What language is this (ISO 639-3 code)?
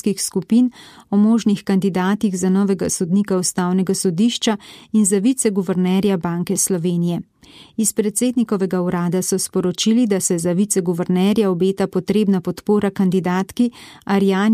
slv